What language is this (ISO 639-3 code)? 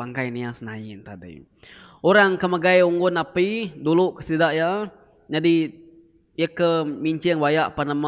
iba